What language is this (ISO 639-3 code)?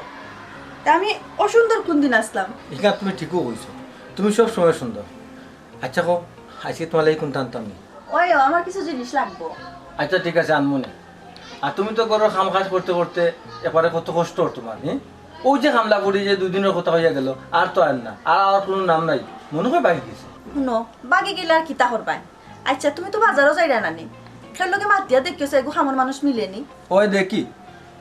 syl